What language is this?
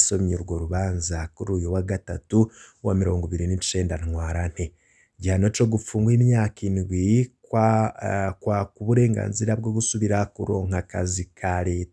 Rundi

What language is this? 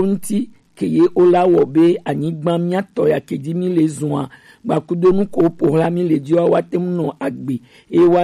Gen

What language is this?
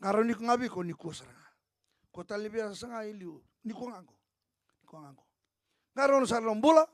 Fijian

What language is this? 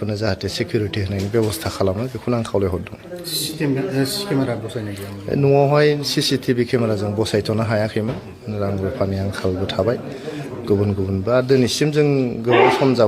Bodo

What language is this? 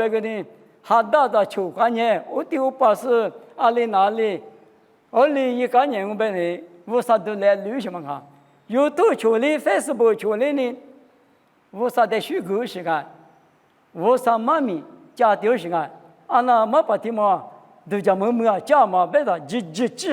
Lisu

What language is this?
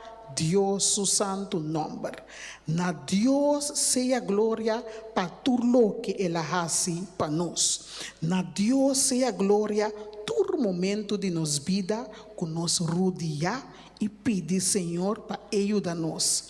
Papiamento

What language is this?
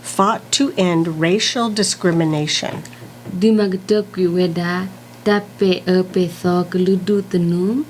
S'gaw Karen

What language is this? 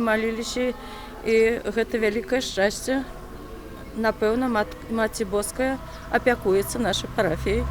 Belarusian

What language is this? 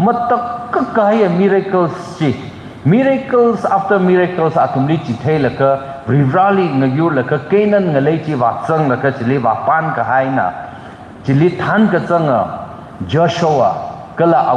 Tangkhul Naga (India)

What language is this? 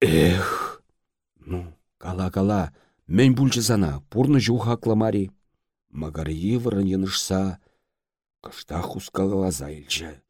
Chuvash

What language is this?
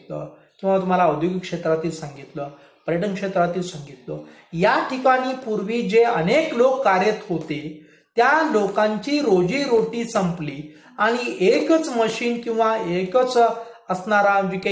Marathi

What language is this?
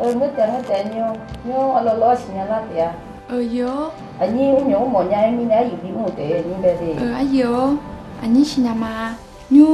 Akha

